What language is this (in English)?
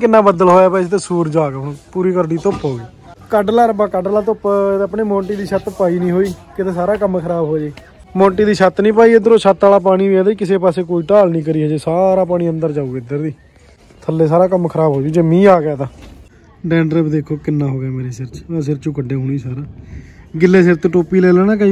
Punjabi